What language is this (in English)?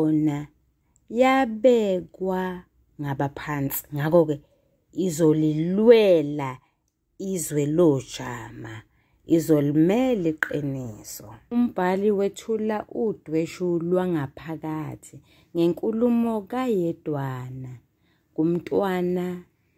Zulu